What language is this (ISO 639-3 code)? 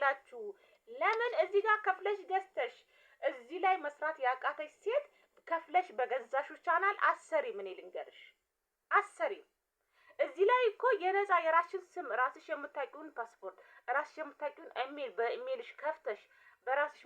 amh